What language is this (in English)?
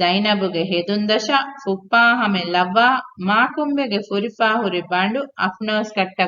Divehi